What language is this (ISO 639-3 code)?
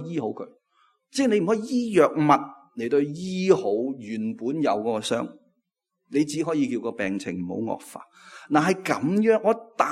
yue